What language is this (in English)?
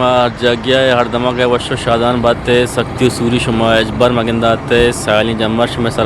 Eastern Balochi